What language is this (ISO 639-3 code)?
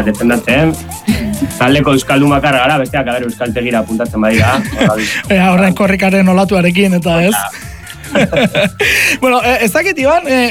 eus